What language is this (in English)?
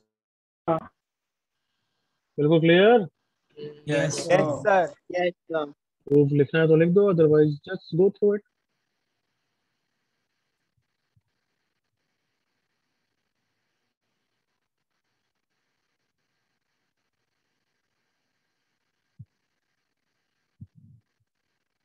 Hindi